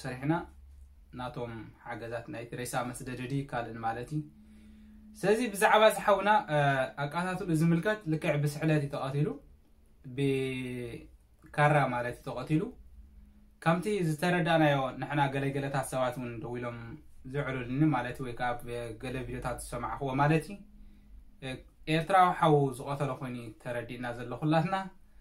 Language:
Tigrinya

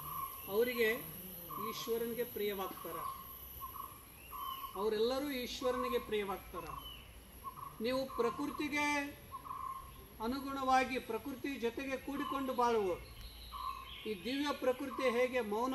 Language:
Kannada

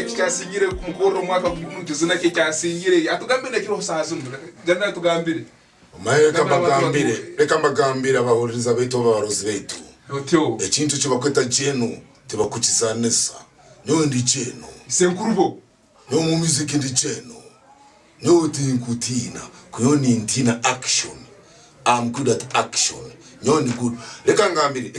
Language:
Tooro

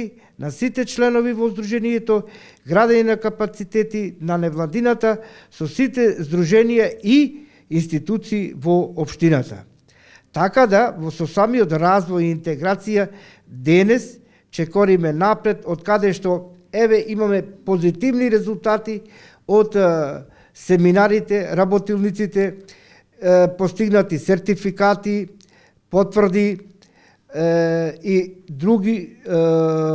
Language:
Macedonian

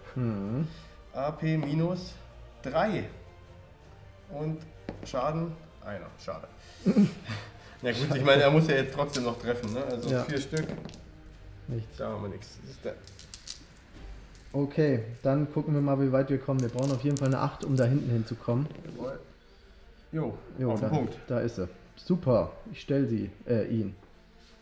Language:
German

